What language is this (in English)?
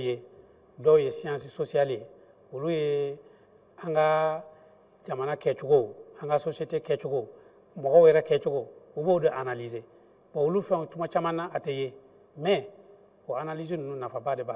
Bambara